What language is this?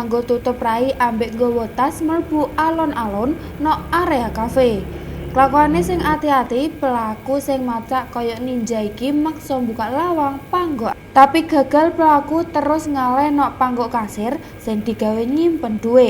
Javanese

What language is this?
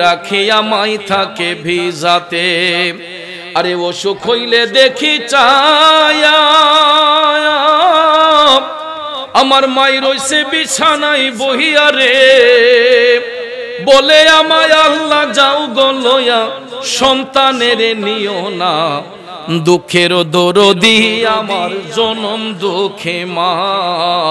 Bangla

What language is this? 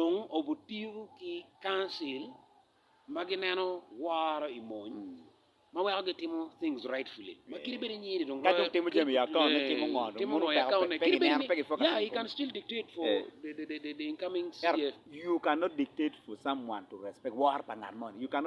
Acoli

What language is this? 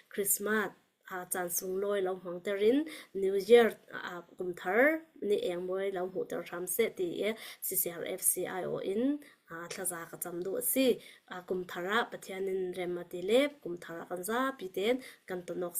Falam Chin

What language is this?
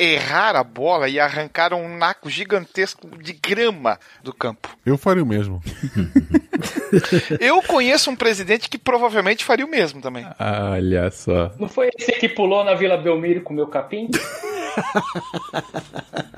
Portuguese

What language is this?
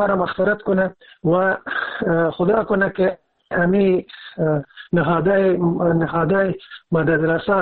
Persian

